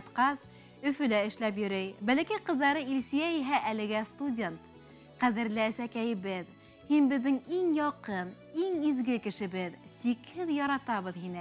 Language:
Bashkir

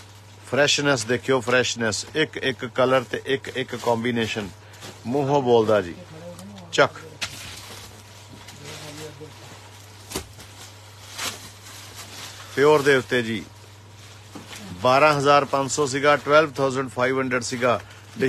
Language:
Punjabi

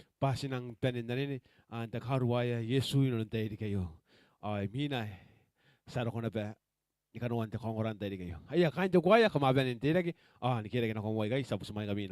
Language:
Gilbertese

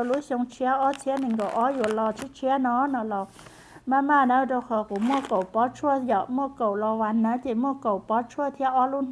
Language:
Hmong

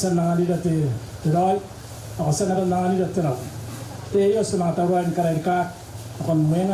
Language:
Gilbertese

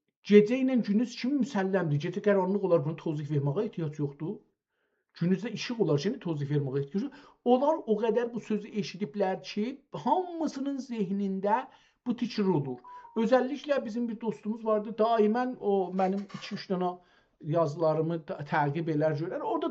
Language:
South Azerbaijani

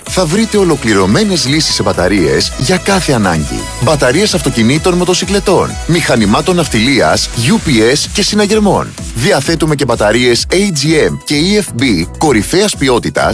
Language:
Greek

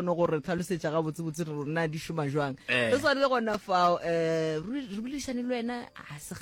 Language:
Northern Sotho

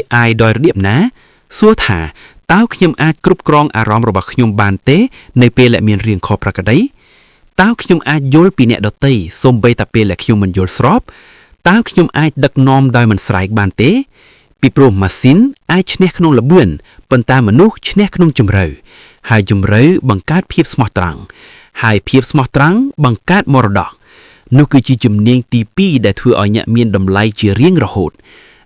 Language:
Khmer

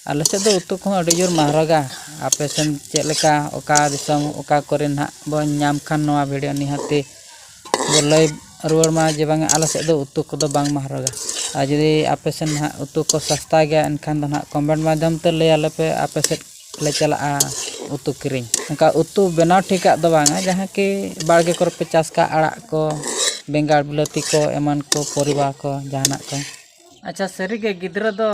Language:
Santali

